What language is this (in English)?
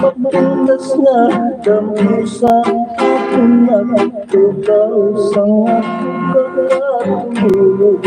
Hiligaynon